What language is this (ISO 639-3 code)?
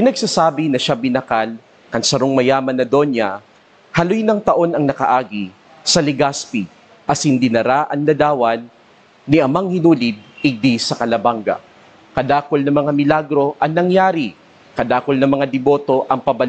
bik